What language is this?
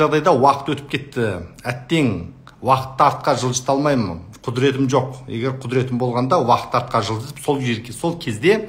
Kazakh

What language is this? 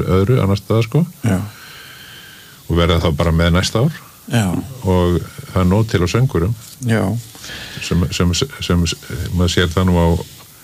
Icelandic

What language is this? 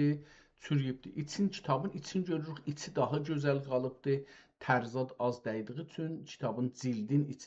South Azerbaijani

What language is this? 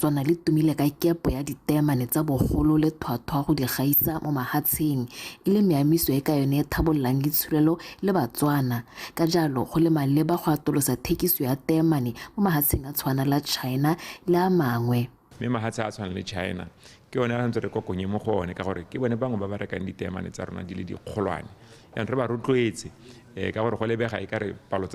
Tswana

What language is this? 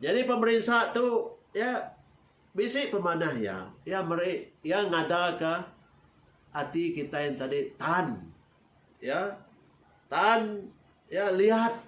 Iban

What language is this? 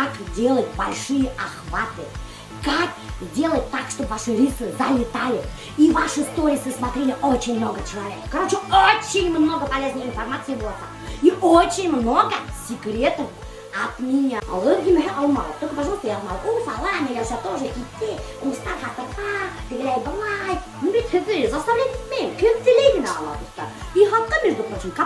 Bashkir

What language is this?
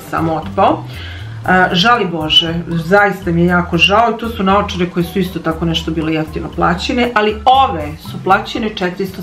Serbian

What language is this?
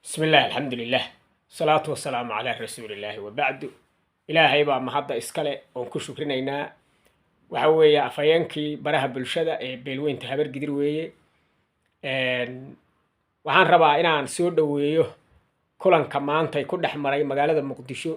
Somali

